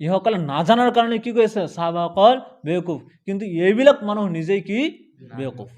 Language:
Assamese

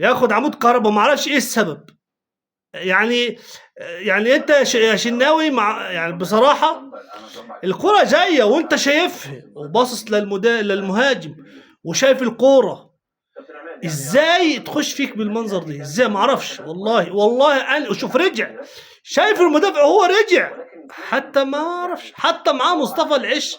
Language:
Egyptian Arabic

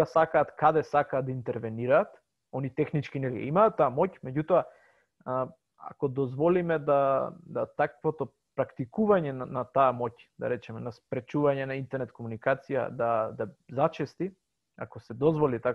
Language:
Macedonian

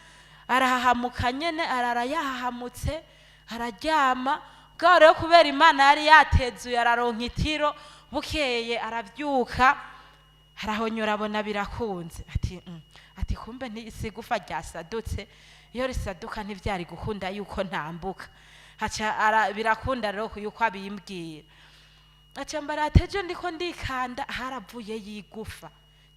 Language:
Rundi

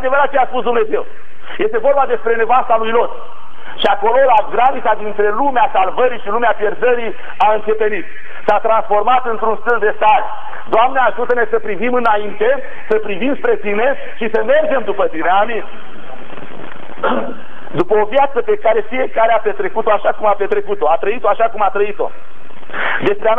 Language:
Romanian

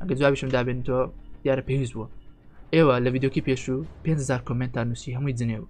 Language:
Central Kurdish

